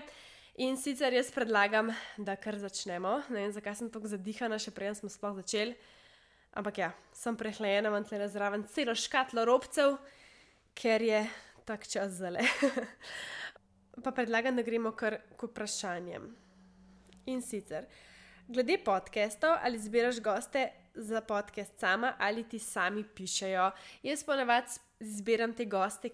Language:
Slovenian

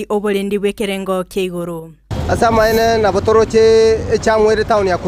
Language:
Gusii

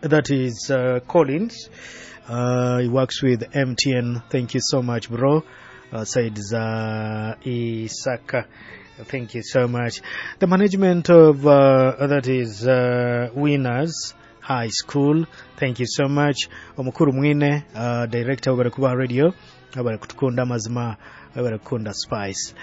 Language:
Nyoro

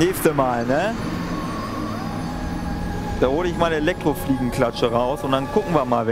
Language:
German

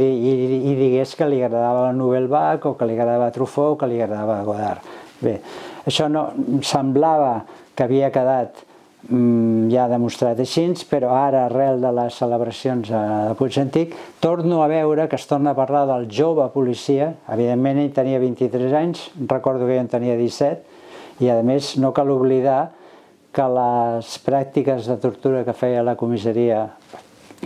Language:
Catalan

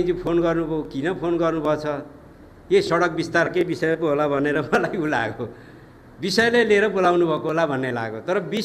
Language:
Nepali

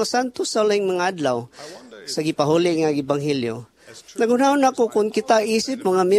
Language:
Cebuano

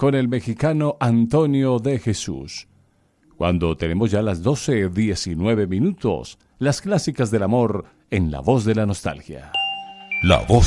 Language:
Spanish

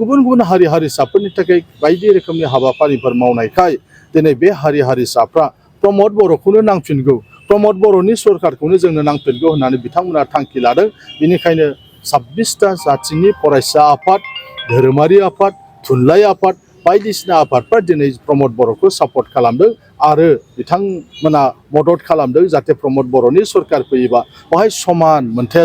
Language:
Bodo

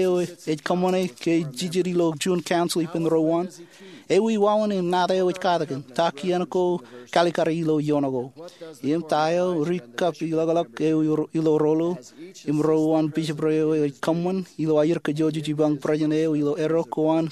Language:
Marshallese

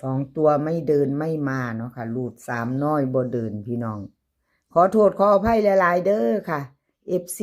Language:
Northeastern Thai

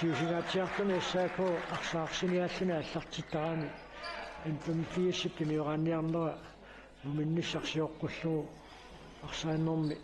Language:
Kalaallisut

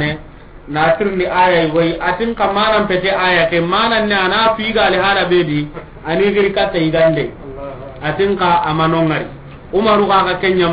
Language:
Soninke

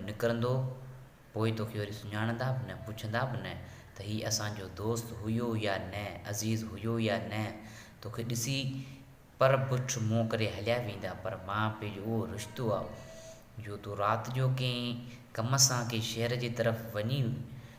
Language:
Sindhi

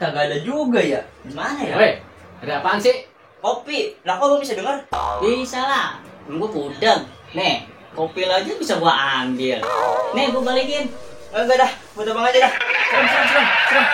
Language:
Betawi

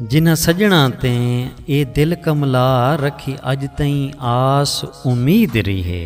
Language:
Saraiki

